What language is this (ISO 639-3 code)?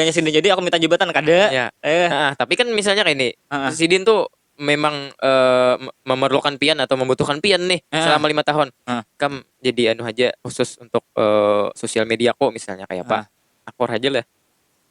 bjn